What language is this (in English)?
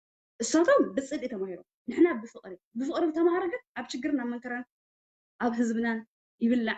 Tigrinya